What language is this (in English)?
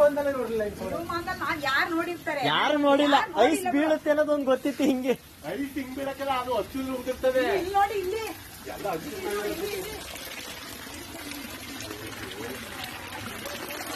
Kannada